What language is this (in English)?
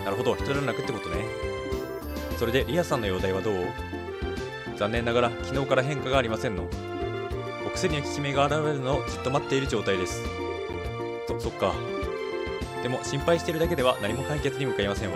Japanese